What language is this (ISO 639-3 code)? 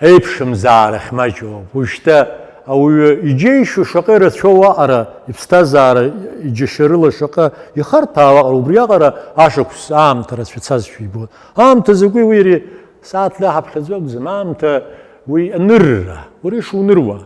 abk